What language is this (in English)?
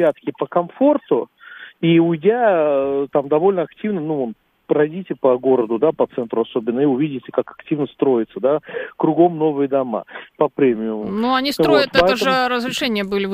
Russian